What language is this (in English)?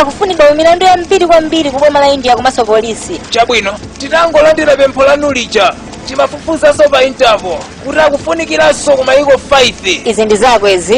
Nyanja